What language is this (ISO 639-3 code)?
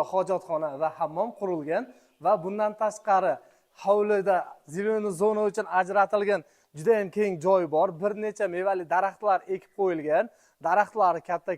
uzb